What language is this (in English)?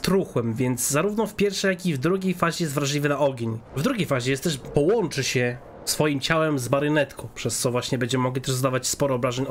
Polish